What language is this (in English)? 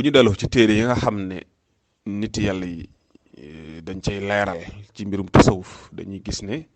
Wolof